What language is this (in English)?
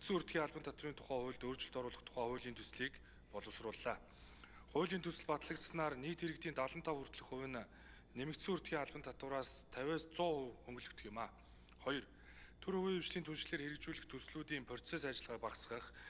Mongolian